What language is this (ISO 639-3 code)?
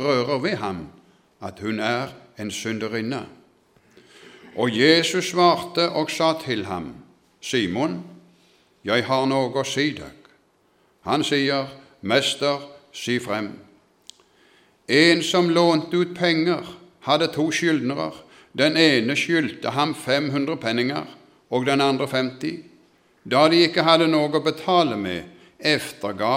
nor